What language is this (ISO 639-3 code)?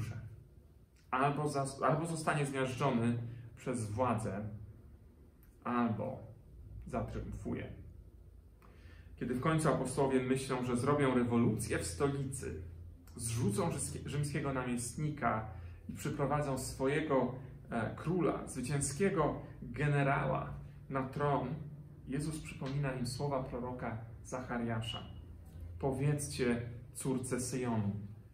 pol